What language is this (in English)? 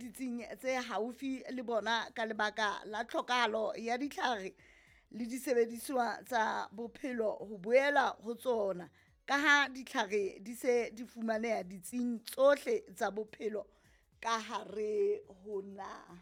Southern Sotho